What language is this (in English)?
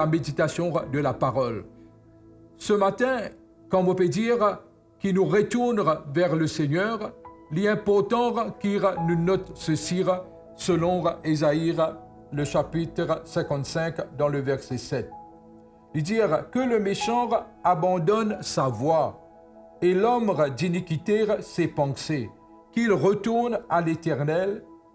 Morisyen